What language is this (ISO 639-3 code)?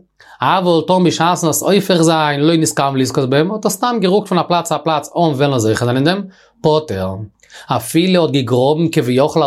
yid